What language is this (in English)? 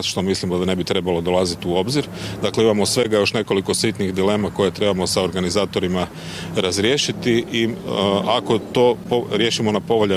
Croatian